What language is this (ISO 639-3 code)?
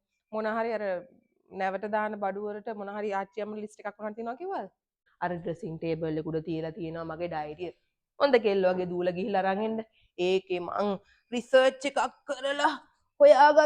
sin